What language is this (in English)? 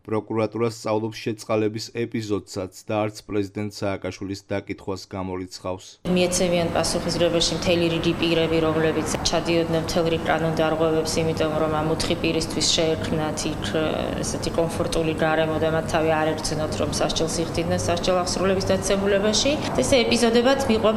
Georgian